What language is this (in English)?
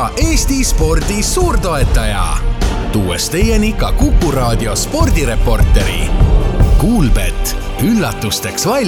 Estonian